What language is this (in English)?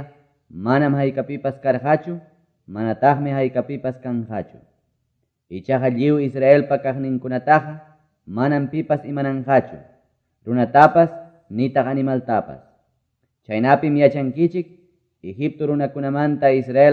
Quechua